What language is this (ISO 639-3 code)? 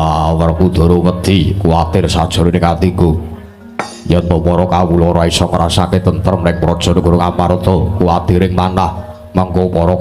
jav